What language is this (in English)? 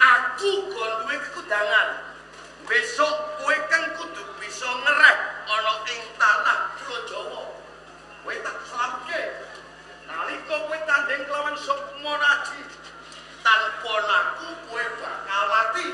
Javanese